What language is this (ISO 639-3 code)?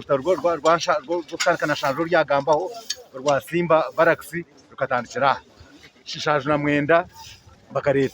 nyn